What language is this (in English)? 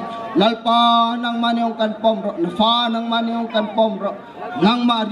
Bawm Chin